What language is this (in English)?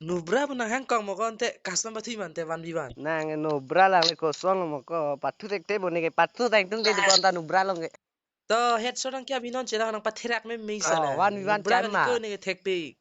Karbi